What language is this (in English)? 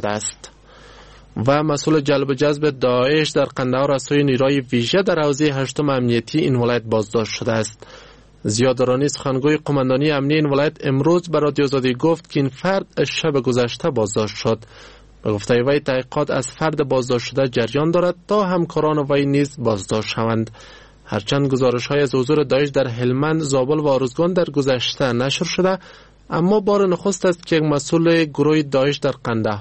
Persian